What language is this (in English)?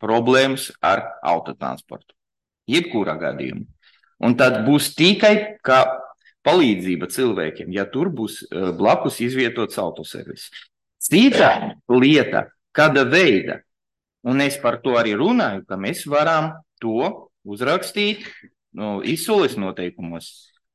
Latvian